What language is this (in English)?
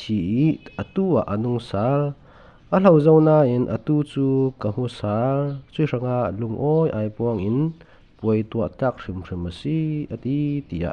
Falam Chin